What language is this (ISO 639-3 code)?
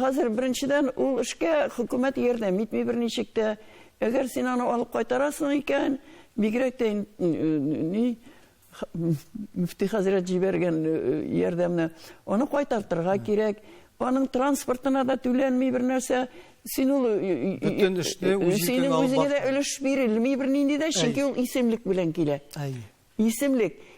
tat